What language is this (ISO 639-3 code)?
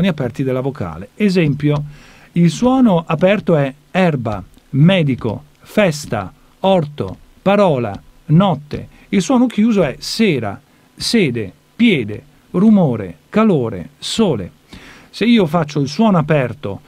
ita